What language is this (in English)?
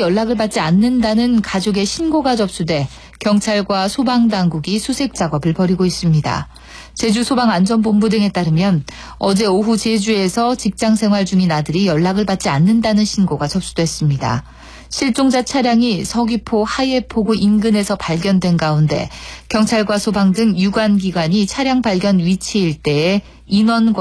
Korean